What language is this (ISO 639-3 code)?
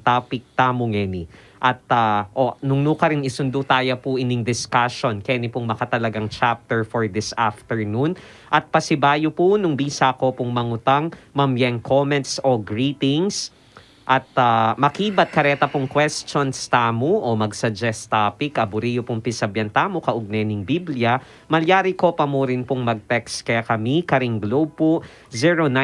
pam